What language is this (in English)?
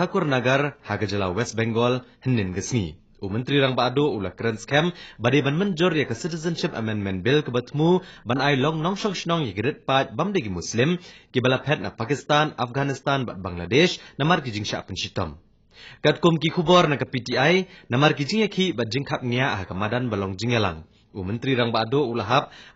Khasi